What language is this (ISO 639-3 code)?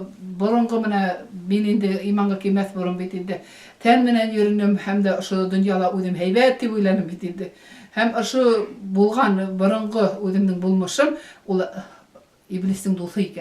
bak